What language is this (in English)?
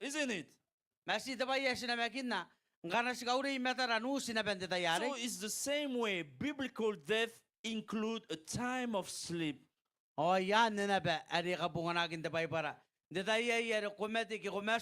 Gilbertese